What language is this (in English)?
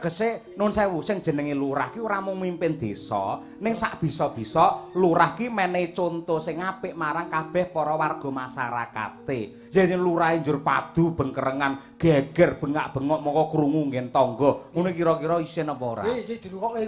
Javanese